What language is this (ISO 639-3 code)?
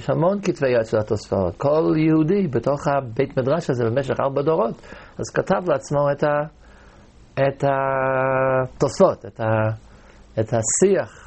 heb